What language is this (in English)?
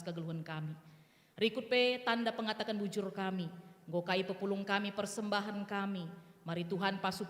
Batak Karo